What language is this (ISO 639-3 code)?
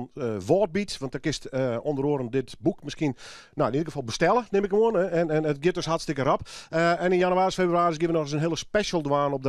fry